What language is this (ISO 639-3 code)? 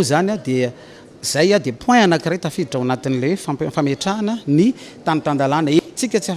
mlg